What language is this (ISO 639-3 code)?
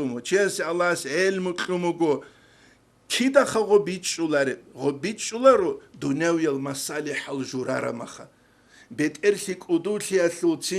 ava